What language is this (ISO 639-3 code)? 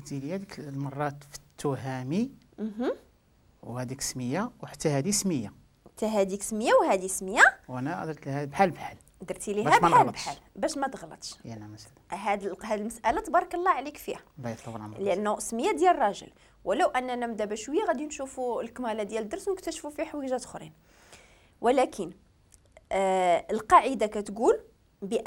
ary